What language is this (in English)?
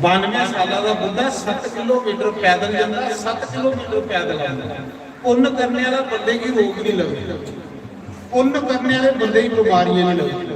Dogri